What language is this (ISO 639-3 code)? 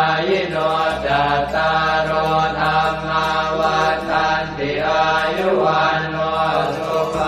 pli